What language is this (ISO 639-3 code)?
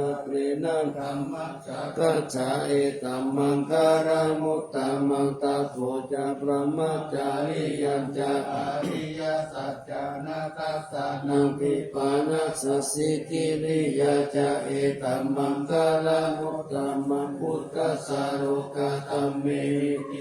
pli